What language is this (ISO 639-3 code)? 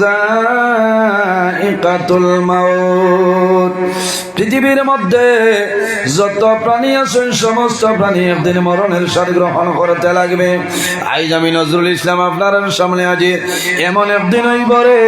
syl